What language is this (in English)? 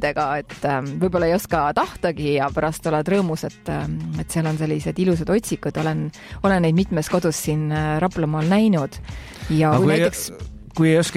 Estonian